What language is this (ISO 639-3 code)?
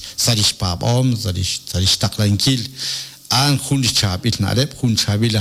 kek